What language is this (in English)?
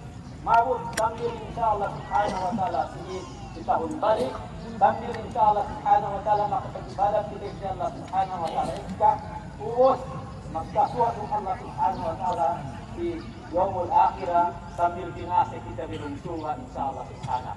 Yakan